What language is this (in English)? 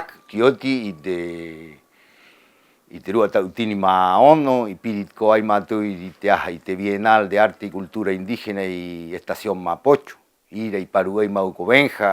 Rapanui